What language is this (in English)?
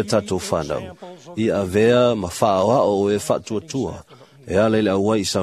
Samoan